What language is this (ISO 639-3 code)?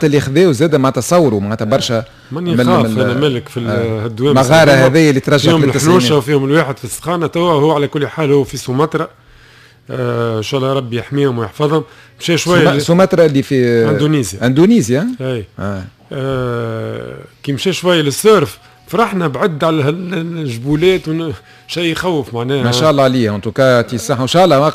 aeb